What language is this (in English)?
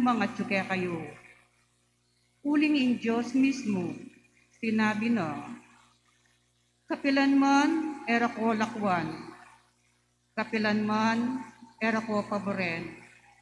Pampanga